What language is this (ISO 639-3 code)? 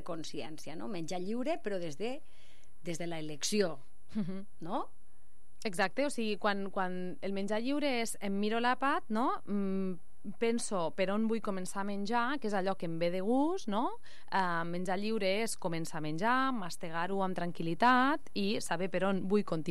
cat